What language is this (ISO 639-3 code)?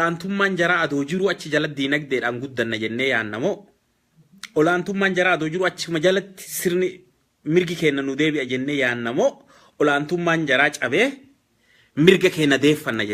orm